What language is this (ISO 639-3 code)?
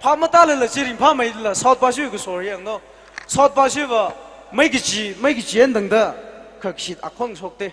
nmf